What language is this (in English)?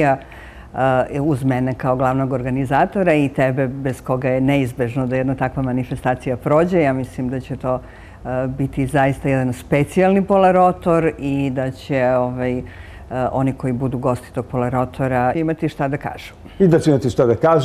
Serbian